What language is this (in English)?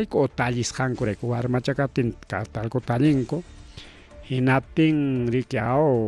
Ayacucho Quechua